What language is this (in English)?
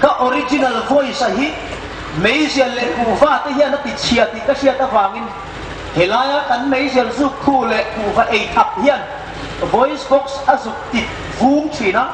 Hmar